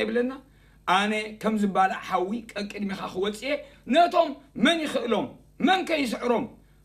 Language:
Tigrinya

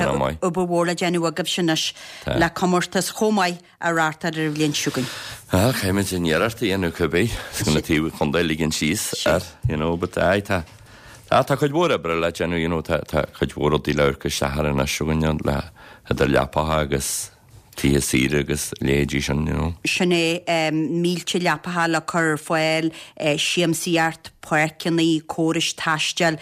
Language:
Irish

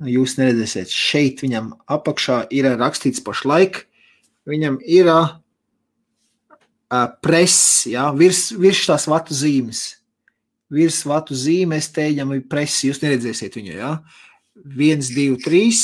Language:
Latvian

